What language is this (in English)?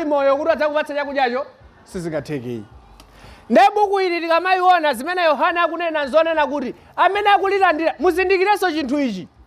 Nyanja